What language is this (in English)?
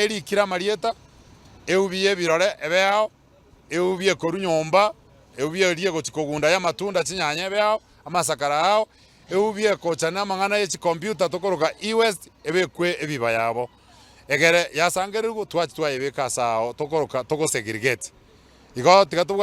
Gusii